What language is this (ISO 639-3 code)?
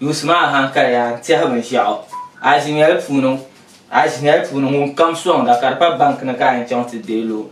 dag